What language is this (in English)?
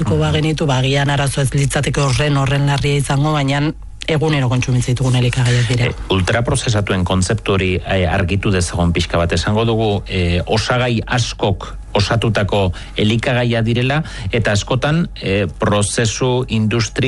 Basque